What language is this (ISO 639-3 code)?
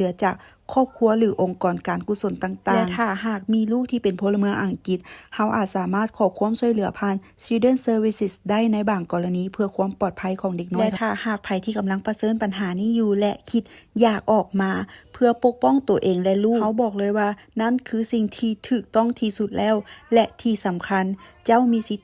lao